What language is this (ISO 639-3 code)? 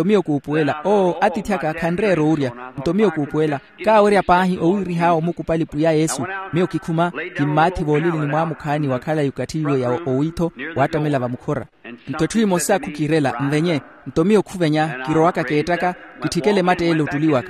vmw